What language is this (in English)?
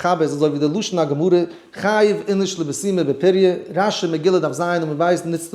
Yiddish